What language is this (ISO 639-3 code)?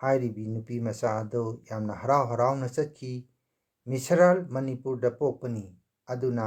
mni